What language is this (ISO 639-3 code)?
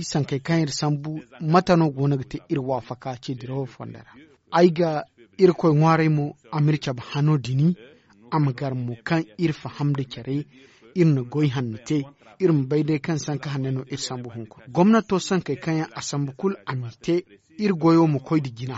dje